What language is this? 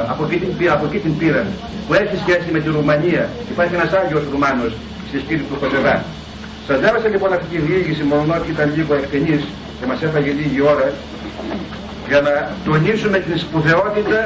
Greek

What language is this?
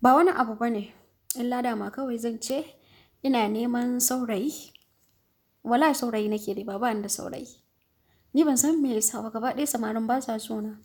Hausa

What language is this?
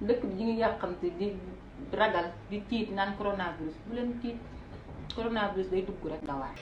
Wolof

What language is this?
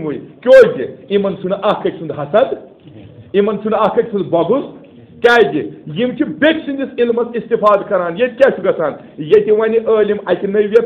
Kashmiri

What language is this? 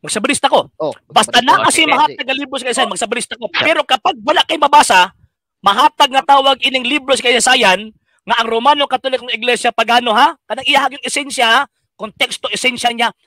Cebuano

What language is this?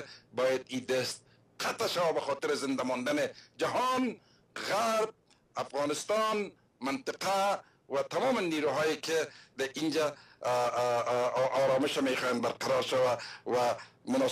Persian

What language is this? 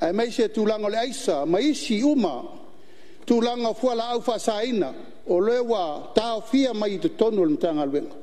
Samoan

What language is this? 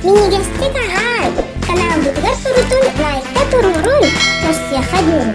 Yakut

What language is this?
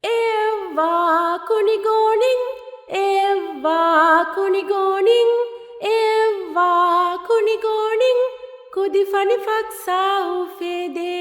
Divehi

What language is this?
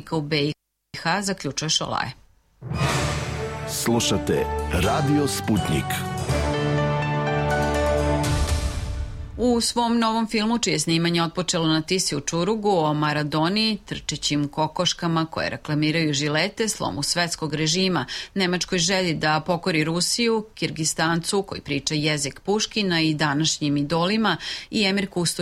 Serbian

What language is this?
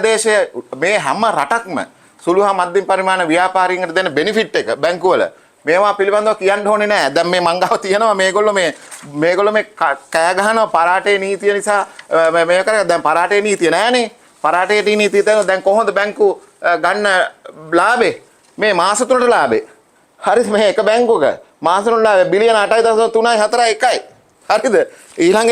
Sinhala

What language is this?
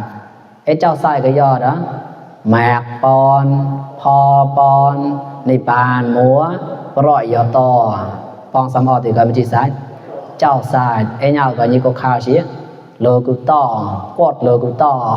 Mon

